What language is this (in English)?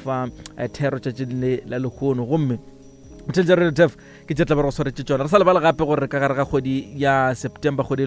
Northern Sotho